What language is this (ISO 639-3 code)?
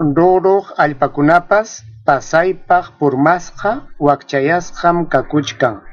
quy